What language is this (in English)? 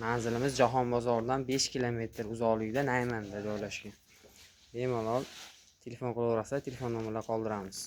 Uzbek